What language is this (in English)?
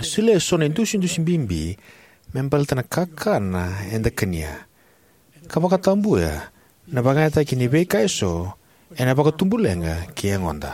Fijian